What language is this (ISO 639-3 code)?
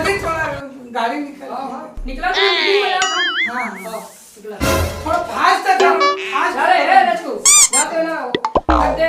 hne